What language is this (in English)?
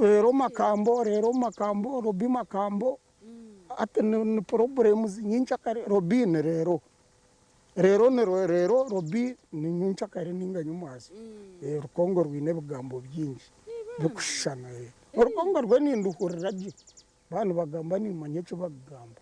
Nyankole